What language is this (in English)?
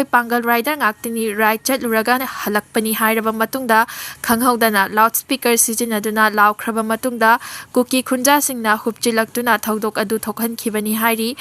Manipuri